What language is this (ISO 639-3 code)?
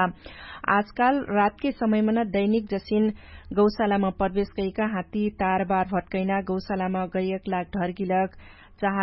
thl